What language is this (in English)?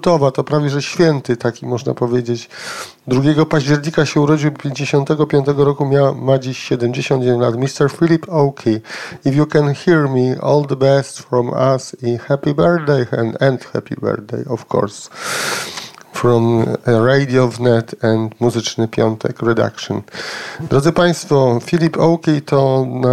Polish